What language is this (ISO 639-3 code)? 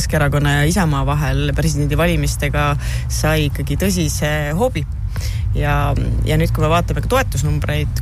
est